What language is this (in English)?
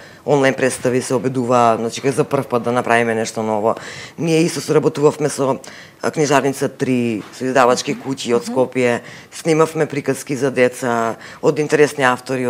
Macedonian